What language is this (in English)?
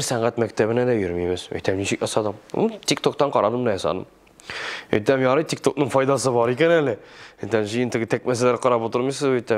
Tatar